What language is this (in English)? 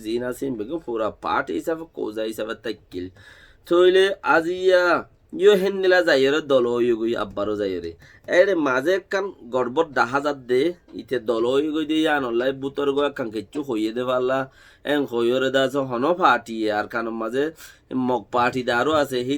Rohingya